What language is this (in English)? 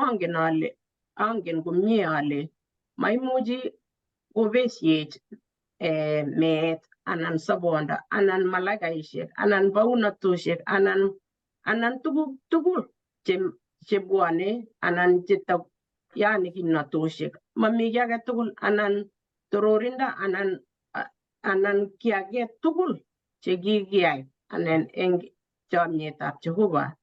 Kalenjin